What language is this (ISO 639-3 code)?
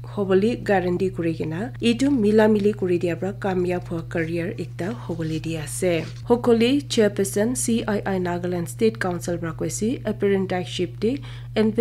nag